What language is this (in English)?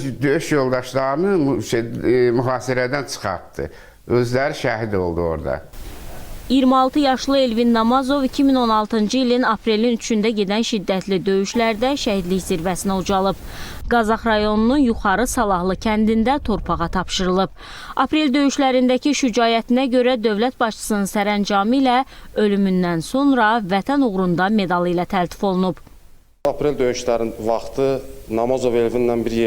Azerbaijani